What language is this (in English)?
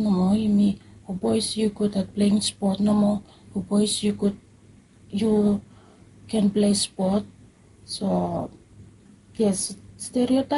Bislama